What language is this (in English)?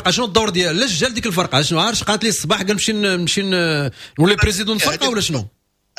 Moroccan Arabic